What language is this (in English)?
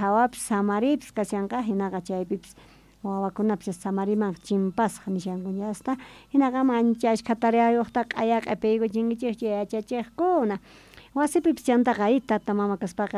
South Bolivian Quechua